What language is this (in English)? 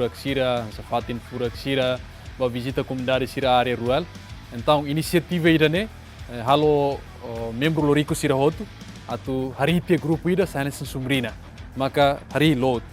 Tetum